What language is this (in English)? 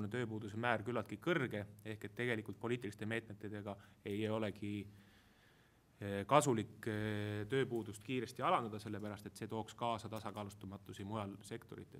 Estonian